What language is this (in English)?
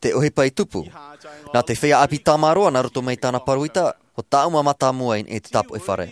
Tahitian